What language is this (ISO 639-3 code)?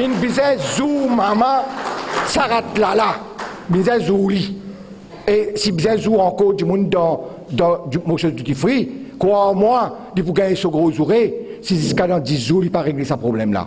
mfe